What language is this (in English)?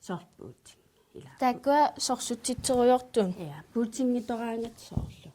Kalaallisut